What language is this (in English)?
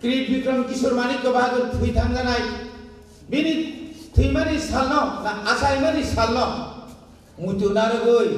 Kok Borok